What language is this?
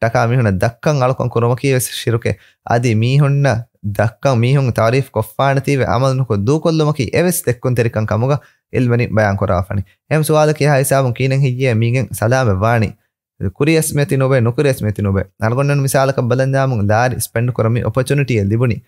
Divehi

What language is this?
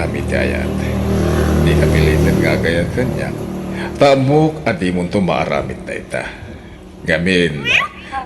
Iloko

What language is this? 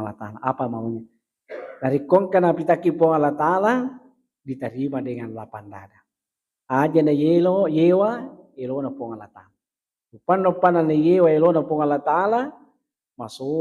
Buginese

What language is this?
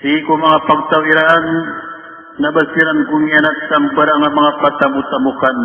Maranao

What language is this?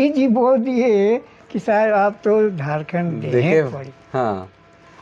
Sadri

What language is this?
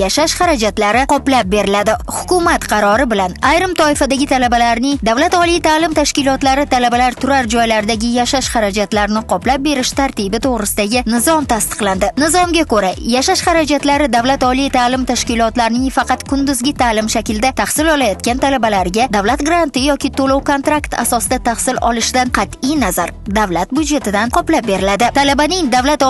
Uzbek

